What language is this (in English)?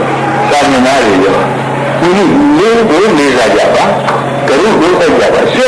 Burmese